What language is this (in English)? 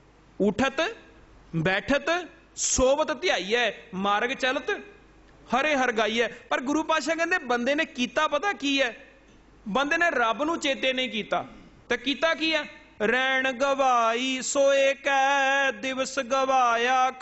Punjabi